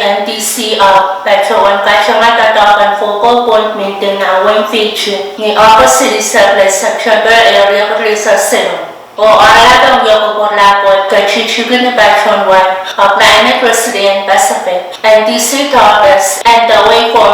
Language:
Pohnpeian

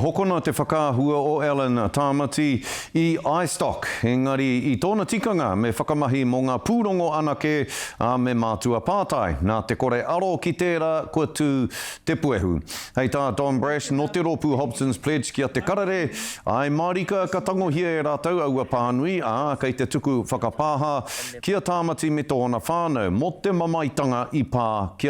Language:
Māori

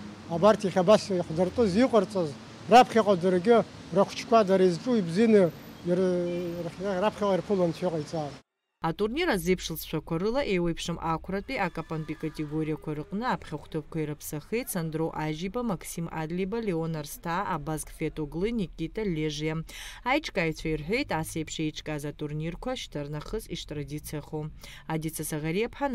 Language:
Abkhazian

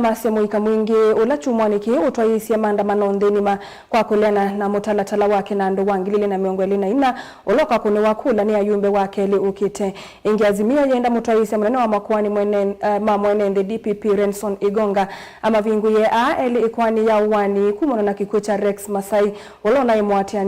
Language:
Kamba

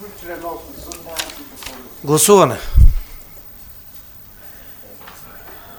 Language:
Bulgarian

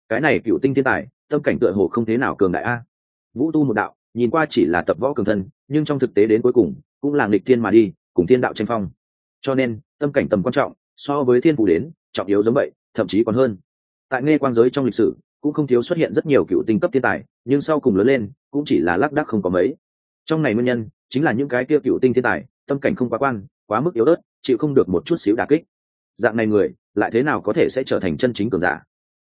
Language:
Vietnamese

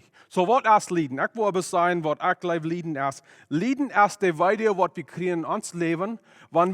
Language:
Plautdietsch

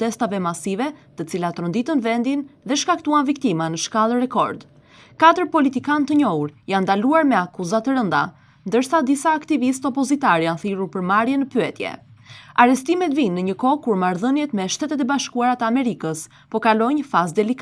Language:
Albanian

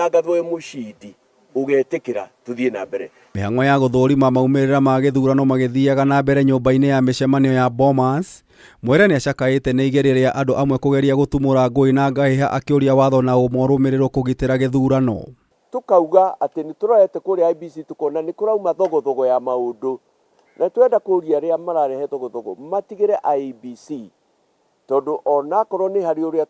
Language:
Kikuyu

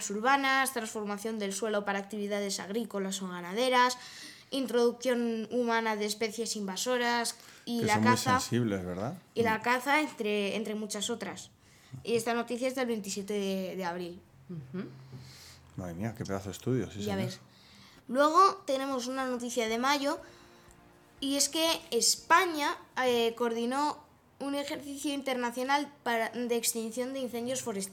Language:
Spanish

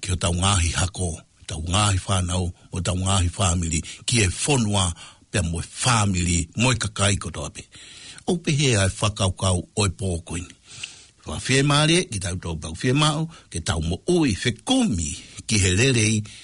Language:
Tongan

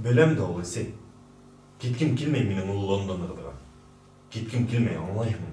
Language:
Bashkir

